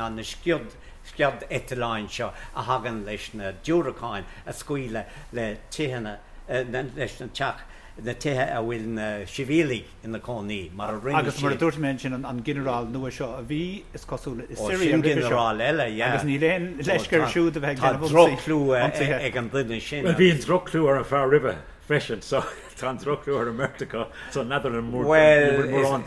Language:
Irish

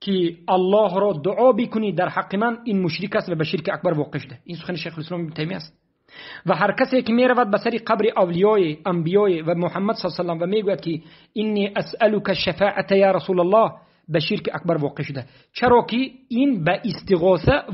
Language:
Tajik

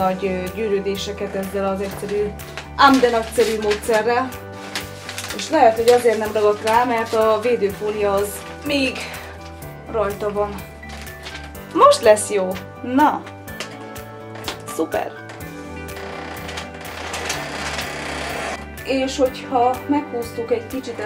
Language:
Hungarian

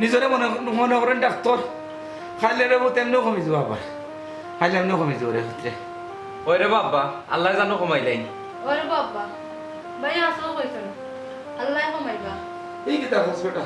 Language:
Sylheti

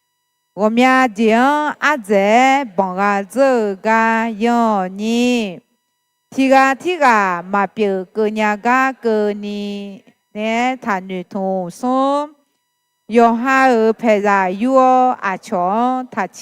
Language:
Akha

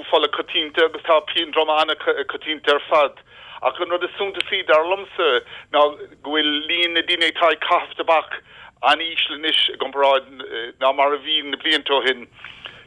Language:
Irish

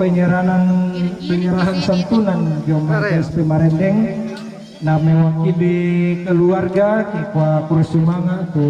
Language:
Toraja-Sa'dan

